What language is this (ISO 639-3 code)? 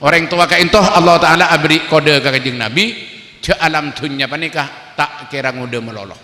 mad